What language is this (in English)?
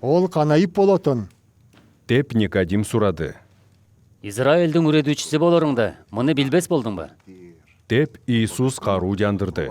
Southern Altai